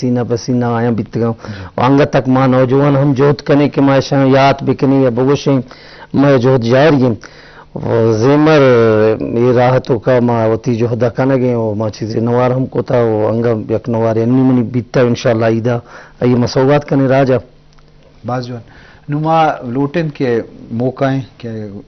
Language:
Eastern Balochi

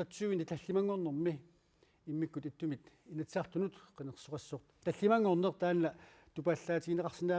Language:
Kalaallisut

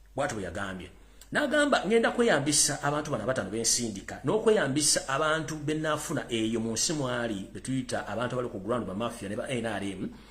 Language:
Ganda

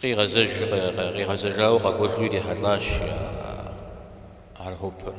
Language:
Kabardian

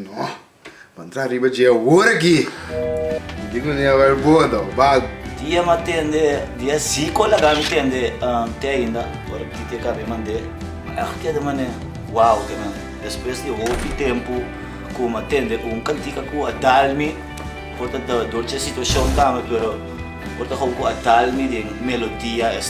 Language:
Papiamento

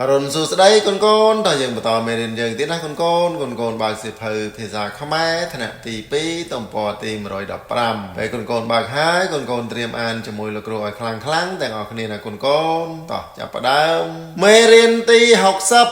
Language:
Khmer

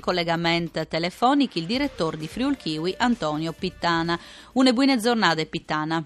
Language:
Friulian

